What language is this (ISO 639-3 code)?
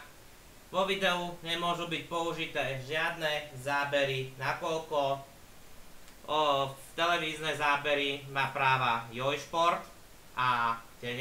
slk